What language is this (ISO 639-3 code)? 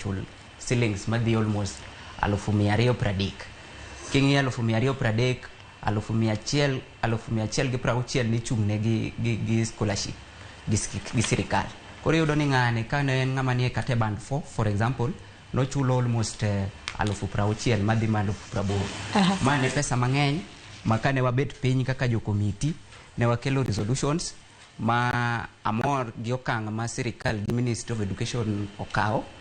luo